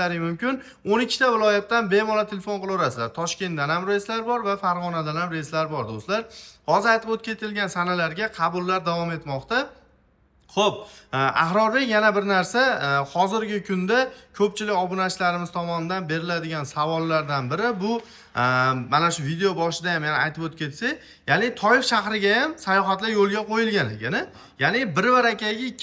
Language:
Uzbek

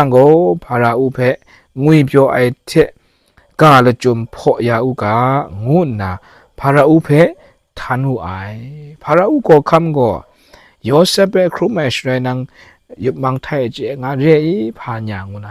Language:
Kachin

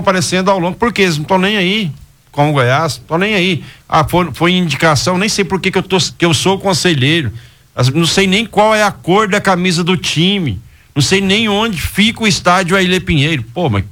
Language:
Portuguese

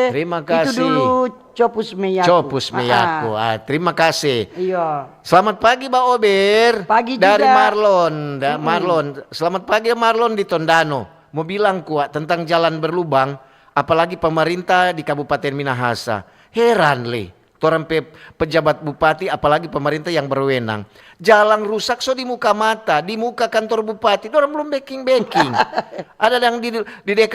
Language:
Manado Malay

